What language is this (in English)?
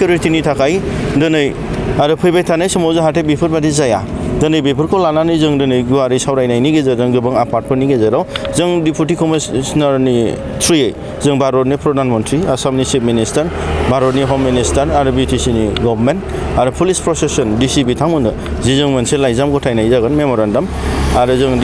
Bodo